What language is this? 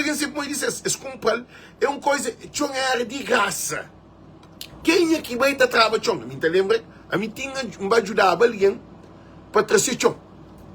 Kabuverdianu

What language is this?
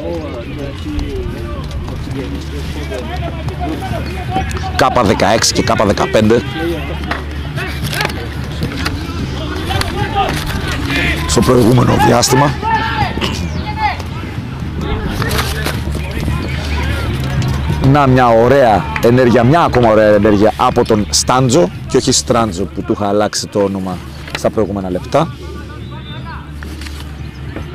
Greek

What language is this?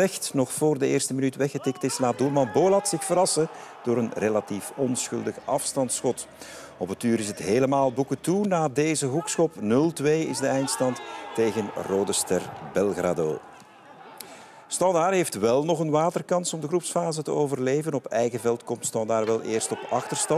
Dutch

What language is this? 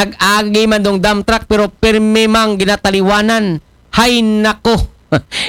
Aklanon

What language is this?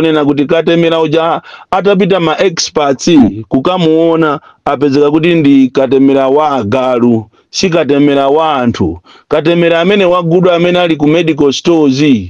Nyanja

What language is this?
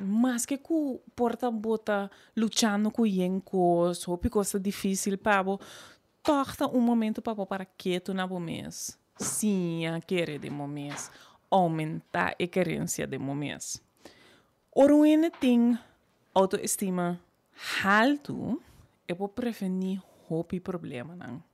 Papiamento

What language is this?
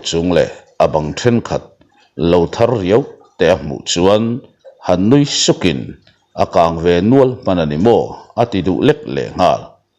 Mizo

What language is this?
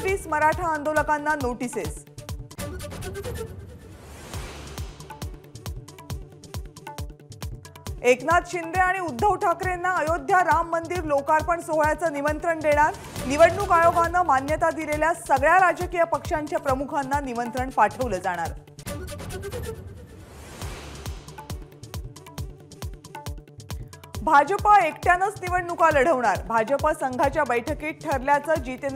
Marathi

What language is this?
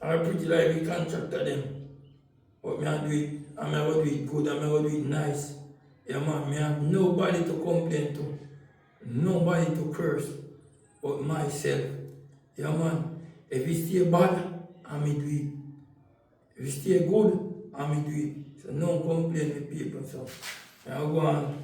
Jamaican Creole English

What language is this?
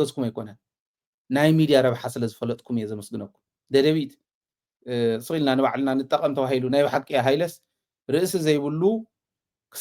Tigrinya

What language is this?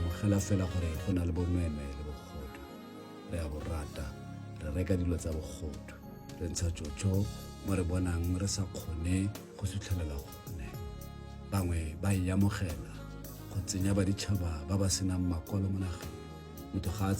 Tswana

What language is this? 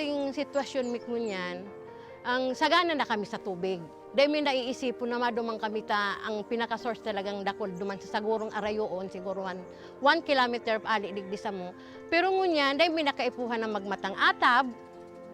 Bikol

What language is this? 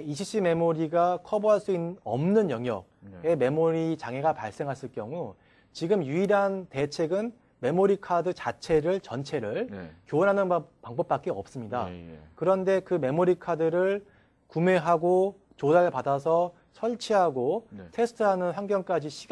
Korean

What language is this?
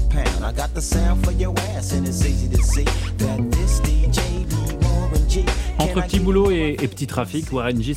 French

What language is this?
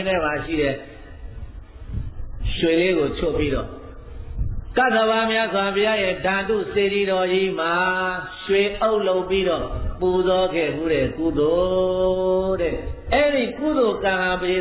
Burmese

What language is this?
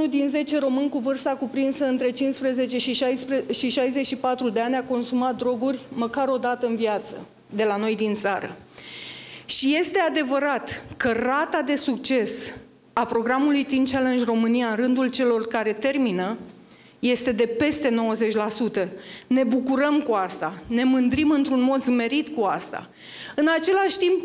Romanian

